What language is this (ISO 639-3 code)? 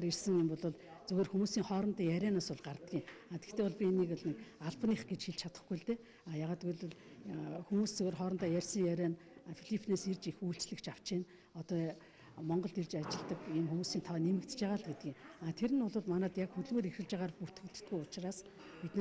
mon